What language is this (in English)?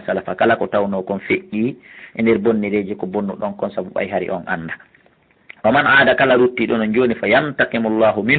Fula